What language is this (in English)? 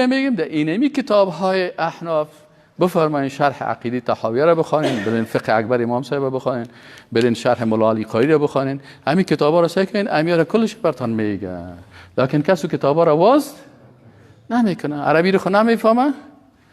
Persian